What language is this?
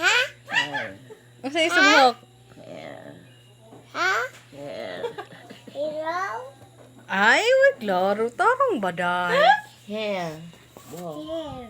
Cebuano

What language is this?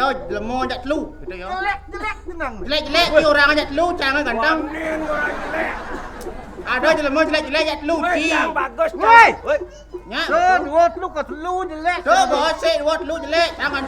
Balinese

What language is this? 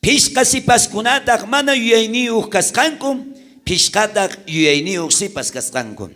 South Bolivian Quechua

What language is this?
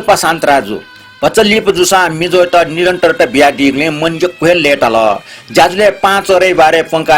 Newari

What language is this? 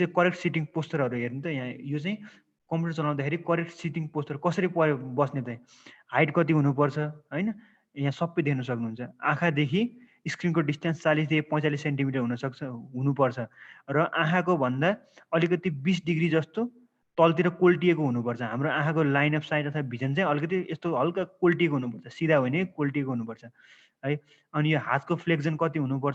Nepali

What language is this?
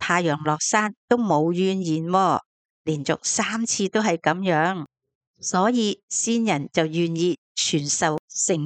Cantonese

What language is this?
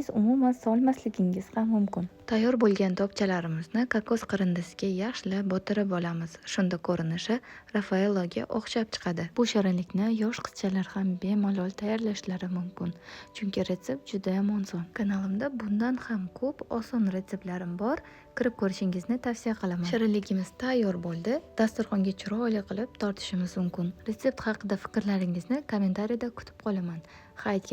Uzbek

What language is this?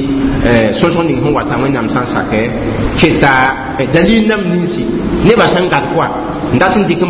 Mossi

